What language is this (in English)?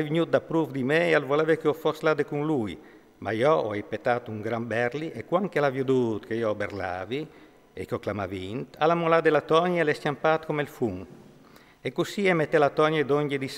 Friulian